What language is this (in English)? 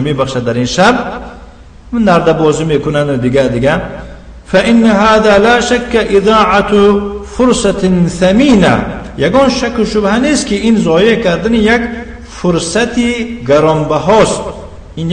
Tajik